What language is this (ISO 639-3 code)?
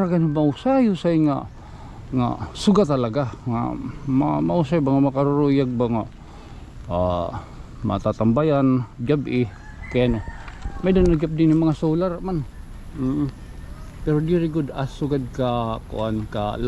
war